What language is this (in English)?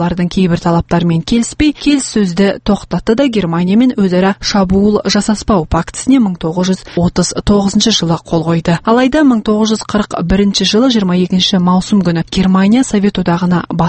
Kazakh